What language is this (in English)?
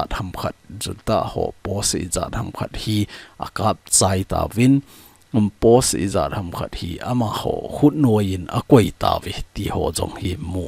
Thado Chin